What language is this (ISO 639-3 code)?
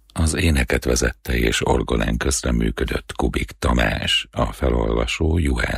hun